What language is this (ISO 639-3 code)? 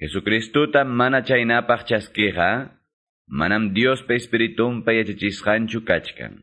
quy